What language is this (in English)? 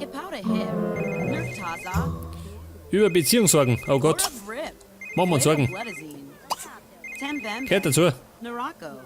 Bavarian